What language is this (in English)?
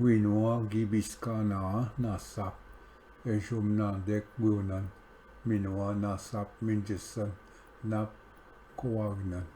Ojibwa